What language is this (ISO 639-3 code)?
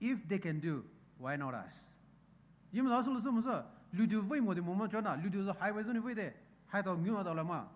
pmx